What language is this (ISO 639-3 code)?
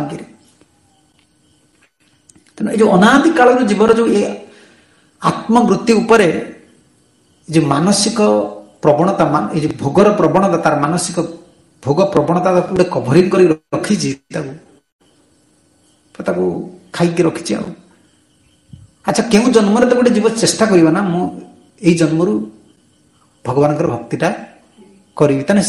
ori